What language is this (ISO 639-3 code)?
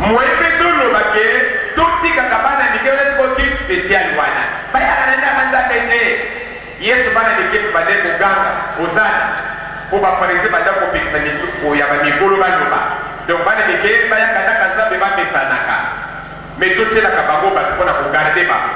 lin